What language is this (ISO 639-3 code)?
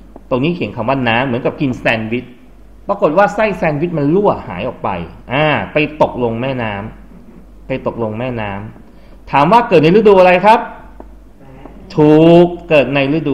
tha